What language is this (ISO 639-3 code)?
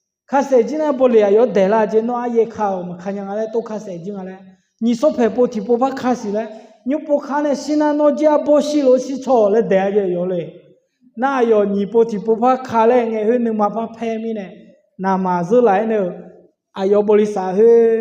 ahk